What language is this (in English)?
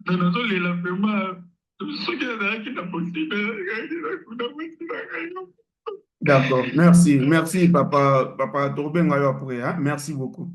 Lingala